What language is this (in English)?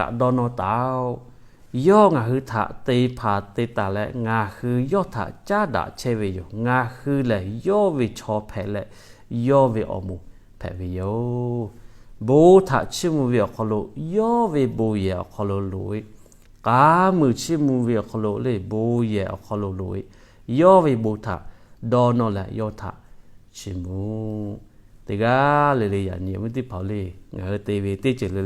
Lahu